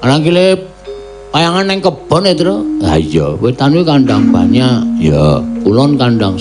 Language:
Javanese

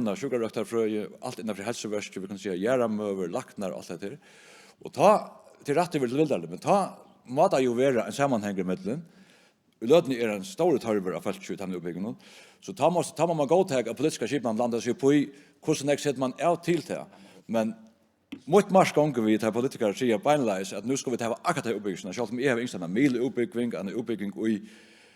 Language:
Faroese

